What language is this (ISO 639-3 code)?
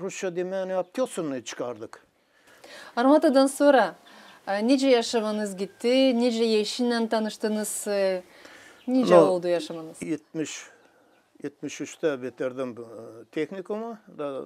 gag